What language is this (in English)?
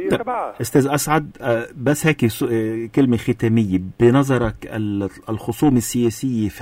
North Levantine Arabic